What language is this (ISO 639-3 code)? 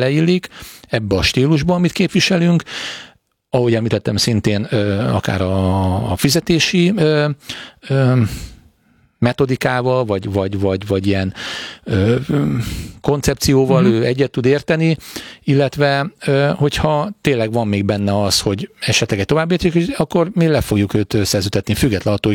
hun